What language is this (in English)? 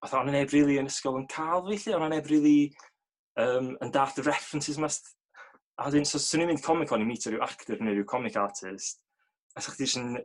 Welsh